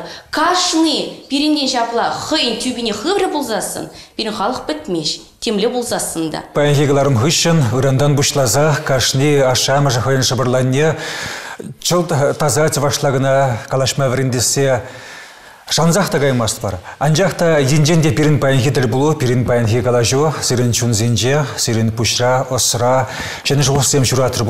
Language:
Chuvash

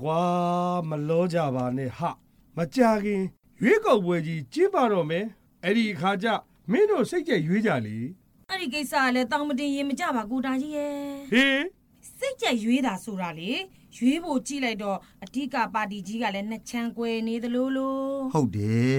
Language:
Burmese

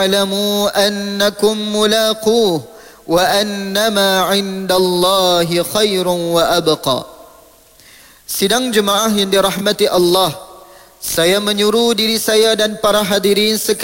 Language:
Malay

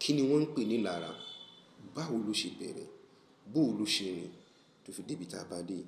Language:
Yoruba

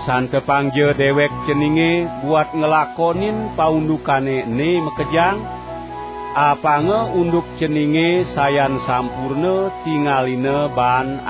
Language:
Balinese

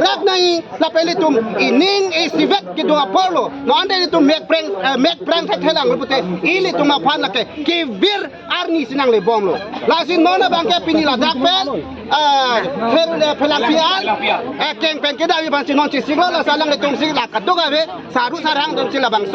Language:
Karbi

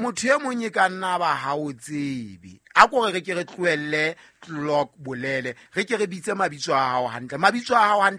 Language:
Southern Sotho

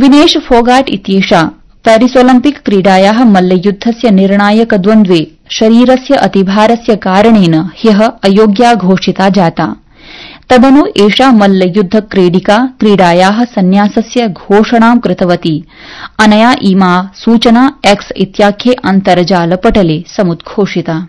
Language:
Sanskrit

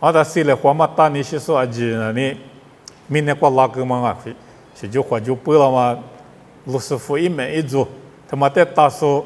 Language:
Lisu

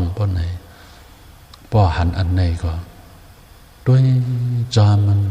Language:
Shan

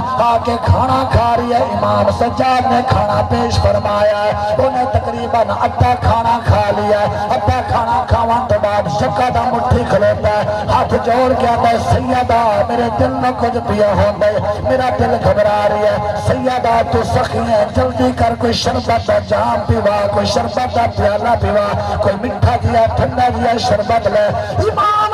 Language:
Saraiki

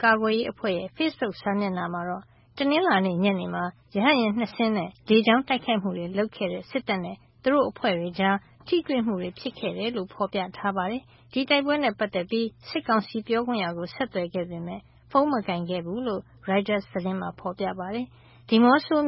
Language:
Burmese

